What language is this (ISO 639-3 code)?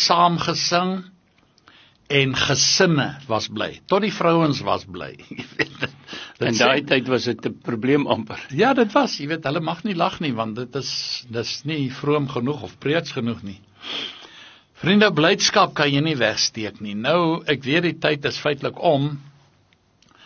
afr